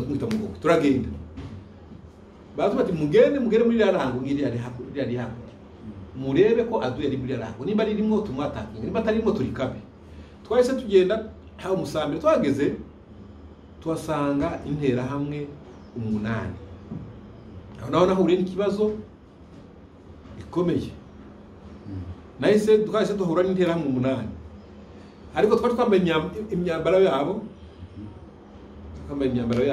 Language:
Kinyarwanda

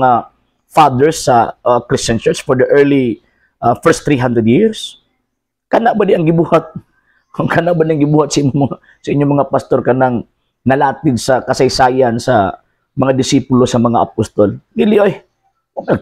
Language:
Cebuano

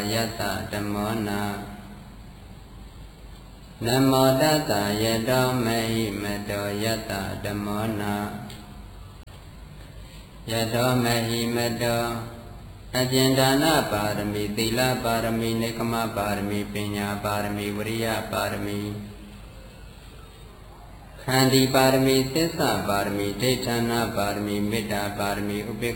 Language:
Burmese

